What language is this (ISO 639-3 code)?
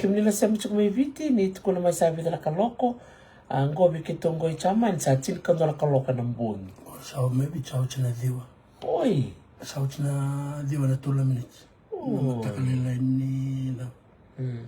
fij